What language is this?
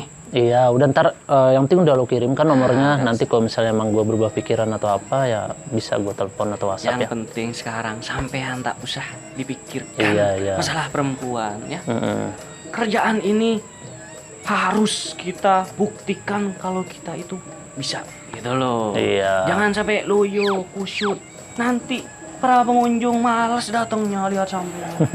Betawi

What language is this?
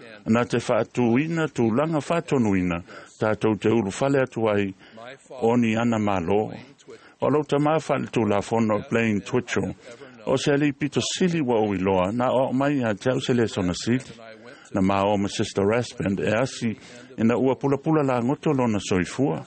Samoan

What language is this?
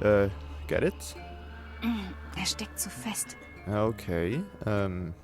Swiss German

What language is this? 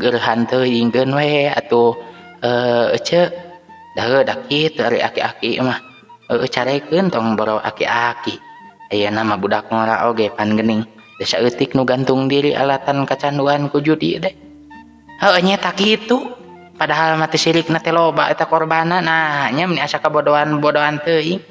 Sundanese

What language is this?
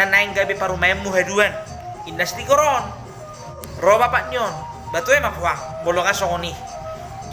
Batak Toba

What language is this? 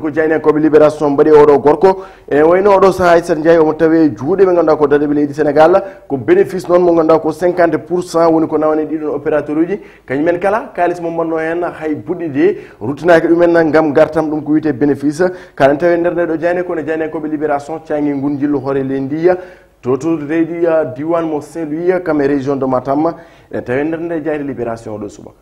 Fula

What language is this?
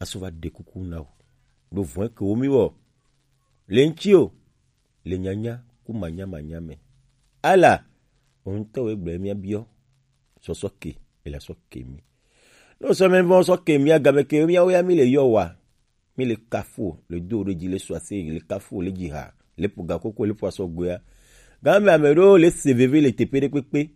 Gen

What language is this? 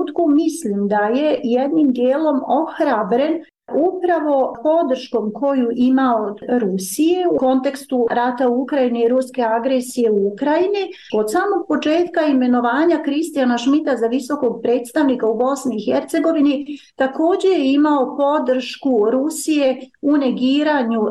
Bosnian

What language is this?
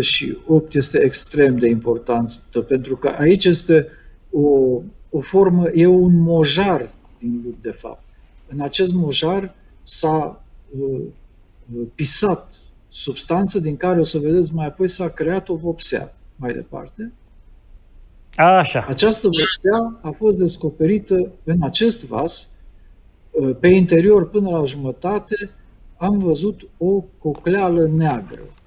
Romanian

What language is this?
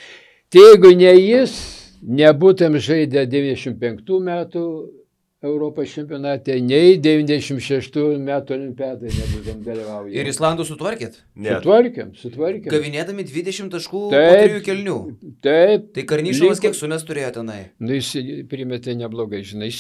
Lithuanian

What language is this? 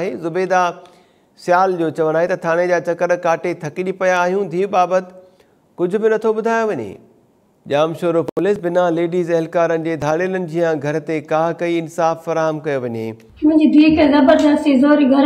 Sindhi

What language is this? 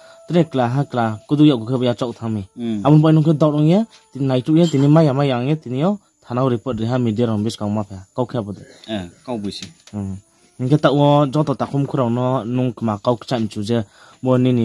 Riang (India)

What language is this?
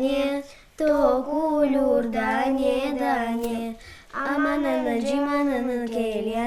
Crimean Tatar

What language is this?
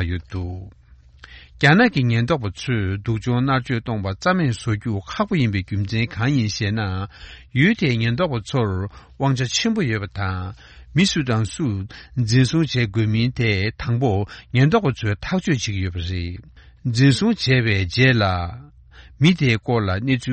Tibetan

